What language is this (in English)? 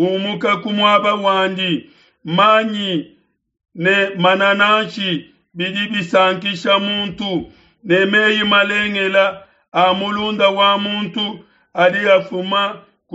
Luba-Lulua